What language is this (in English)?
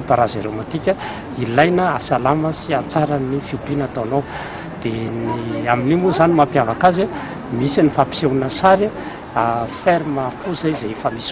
Malagasy